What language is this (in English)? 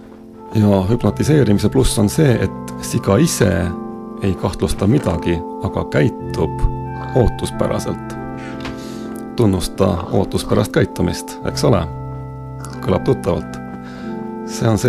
Estonian